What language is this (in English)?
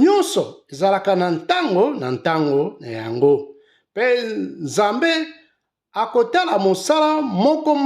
Lingala